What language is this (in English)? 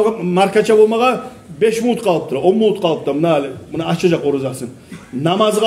Kumyk